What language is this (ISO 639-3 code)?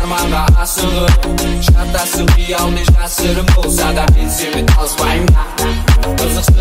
kaz